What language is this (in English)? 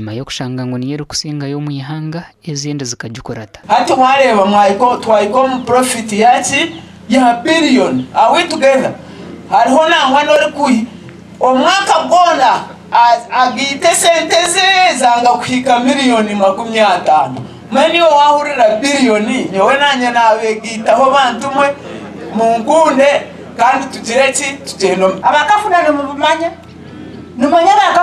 Nyankole